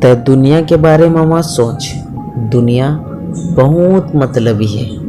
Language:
Chhattisgarhi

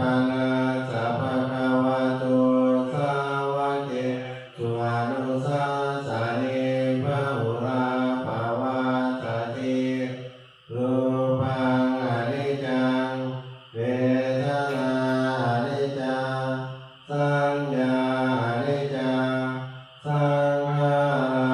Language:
Pali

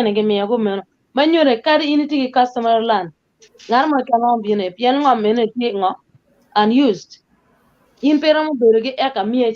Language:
Acoli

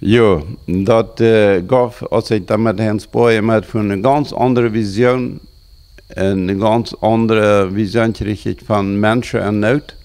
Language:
Plautdietsch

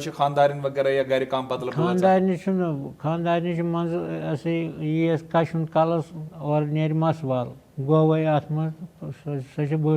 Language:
Kashmiri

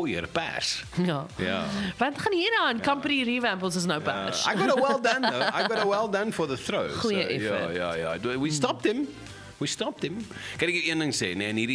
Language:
Afrikaans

